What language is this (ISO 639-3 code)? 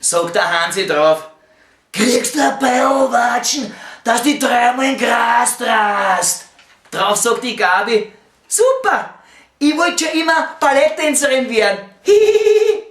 bar